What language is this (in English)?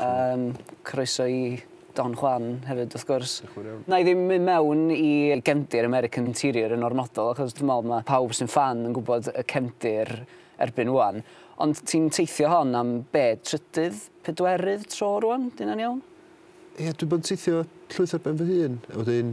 Welsh